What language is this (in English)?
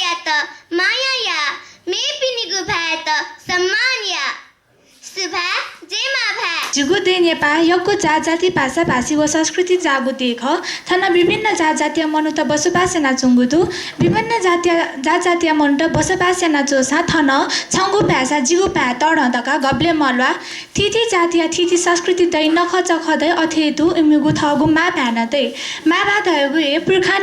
Newari